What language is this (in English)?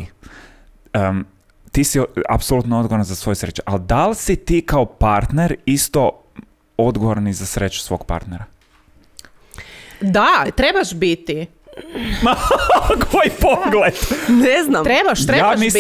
Croatian